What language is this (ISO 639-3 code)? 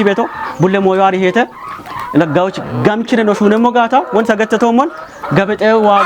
kbr